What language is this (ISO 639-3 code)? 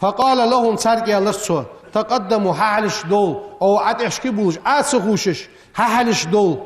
inh